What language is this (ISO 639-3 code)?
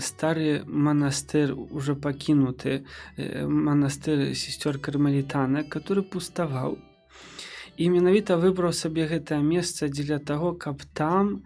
bel